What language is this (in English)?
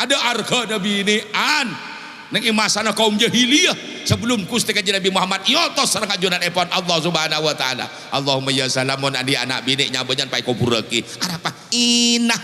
Madurese